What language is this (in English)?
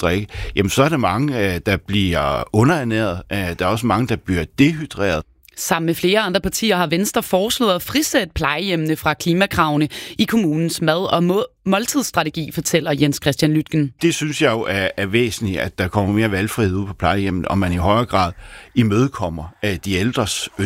Danish